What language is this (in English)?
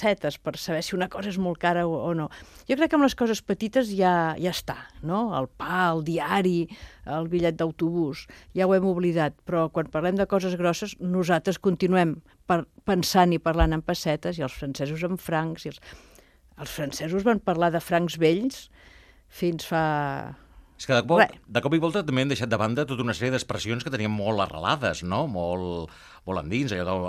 Catalan